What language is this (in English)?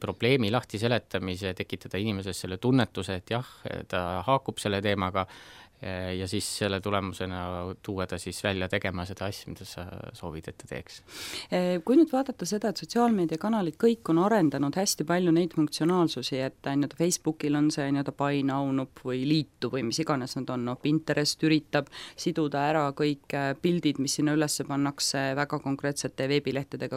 Estonian